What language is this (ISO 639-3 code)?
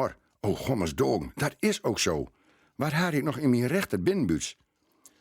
gos